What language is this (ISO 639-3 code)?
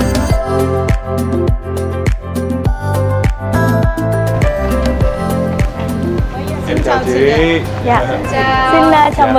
vie